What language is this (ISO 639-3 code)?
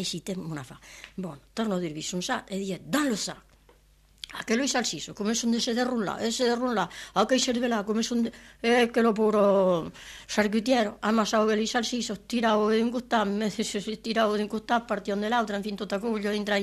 ita